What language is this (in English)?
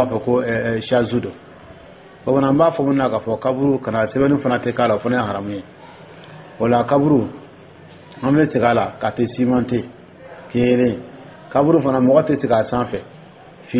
Dyula